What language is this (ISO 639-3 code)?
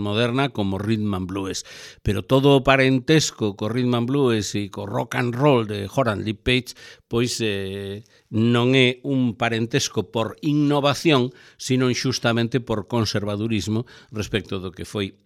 glg